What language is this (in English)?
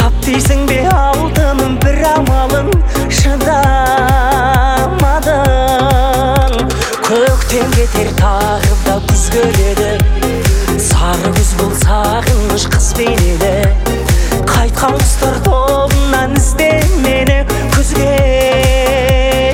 Kazakh